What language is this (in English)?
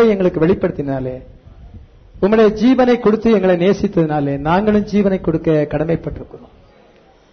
Tamil